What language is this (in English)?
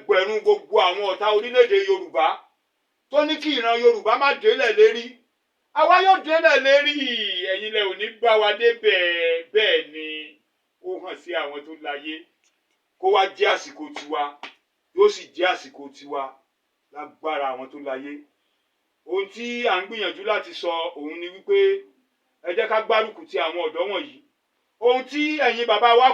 Yoruba